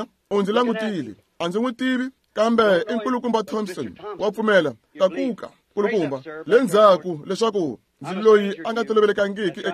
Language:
Tsonga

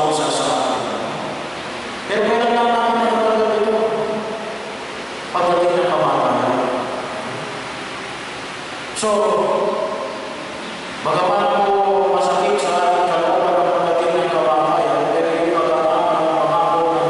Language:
Filipino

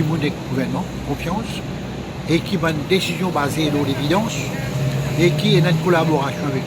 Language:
Morisyen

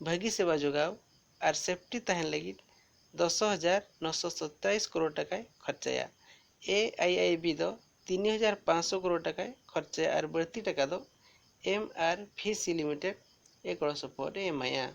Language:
Santali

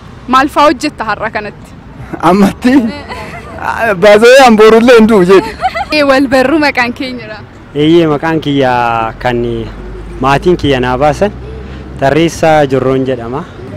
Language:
Oromo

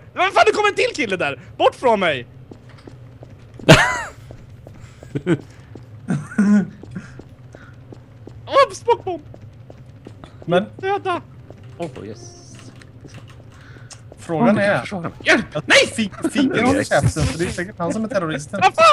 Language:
Swedish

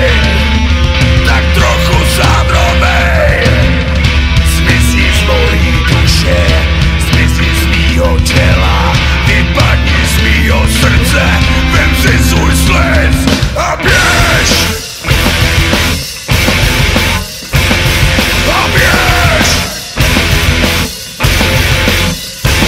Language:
Czech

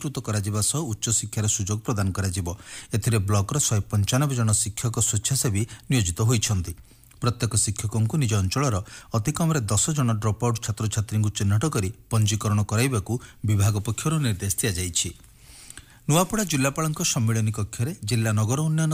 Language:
Odia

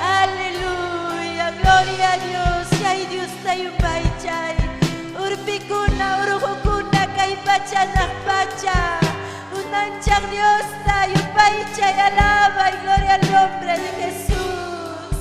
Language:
Ayacucho Quechua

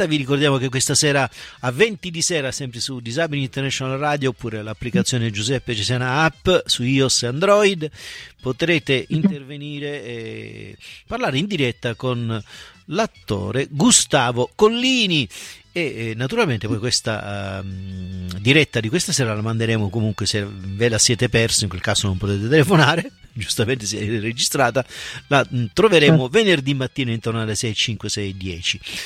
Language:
Italian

